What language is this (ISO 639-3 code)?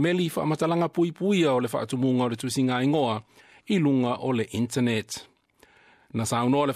smo